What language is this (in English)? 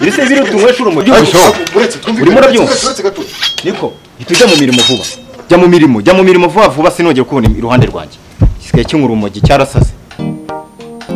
Kinyarwanda